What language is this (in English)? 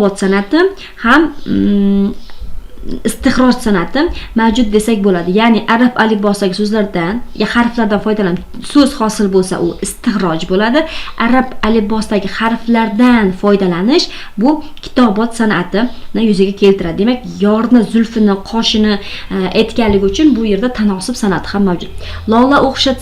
Uzbek